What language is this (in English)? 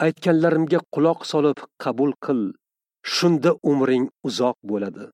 Uzbek